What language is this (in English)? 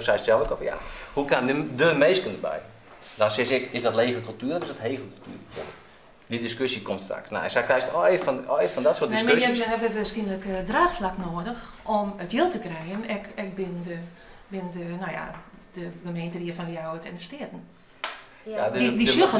Western Frisian